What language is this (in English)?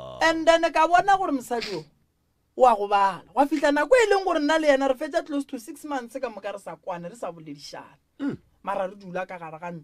Northern Sotho